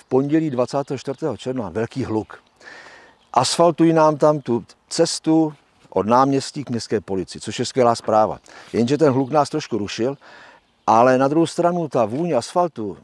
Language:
Czech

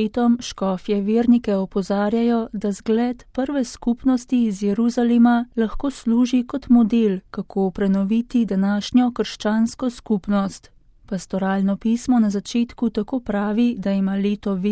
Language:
Slovenian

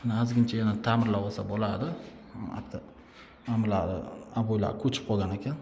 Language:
Uzbek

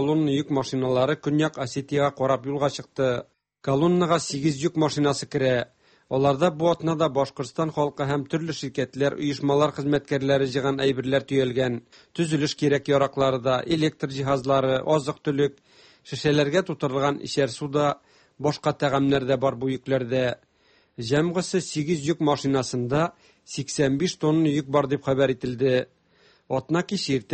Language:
Tatar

